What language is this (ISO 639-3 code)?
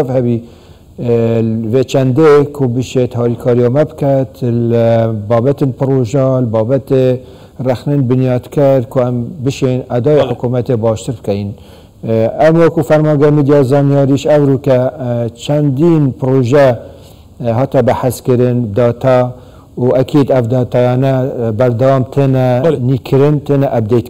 kur